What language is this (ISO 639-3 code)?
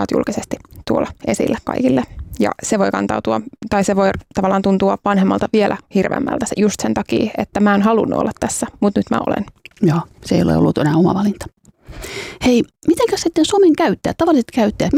fin